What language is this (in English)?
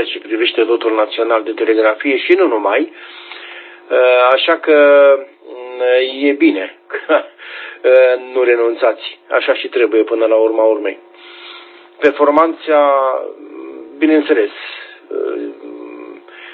Romanian